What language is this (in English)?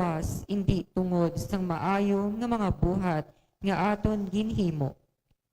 Hiligaynon